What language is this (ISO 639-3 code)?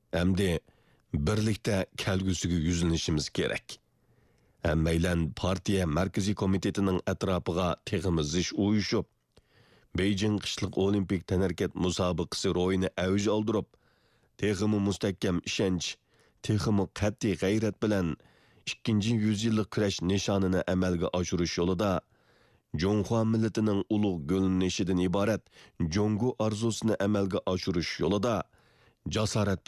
uig